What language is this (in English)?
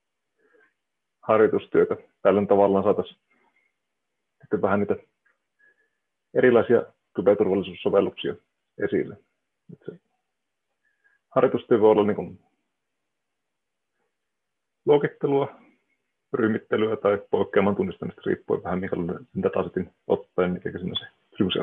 Finnish